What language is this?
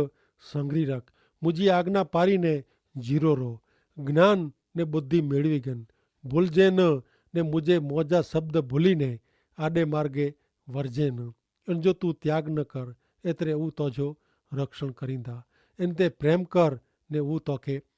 Kachhi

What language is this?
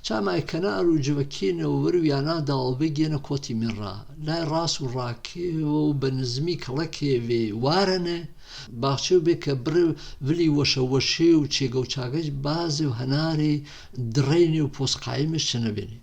Gurani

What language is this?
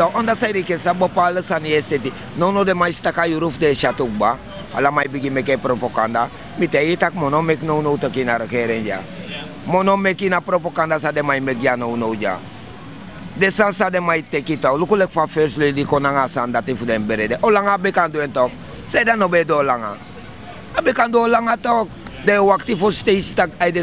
Sranan Tongo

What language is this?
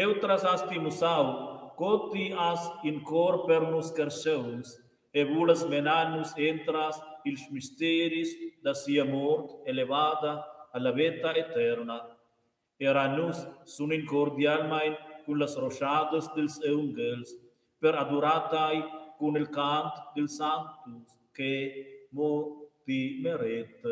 Romansh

